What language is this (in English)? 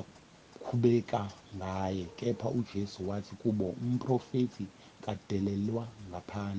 Zulu